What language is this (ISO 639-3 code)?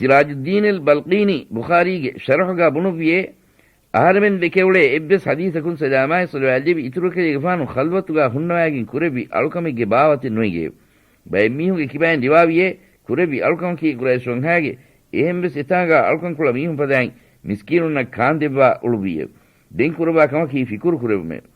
div